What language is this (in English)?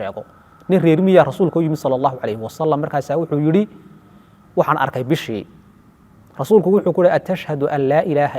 Somali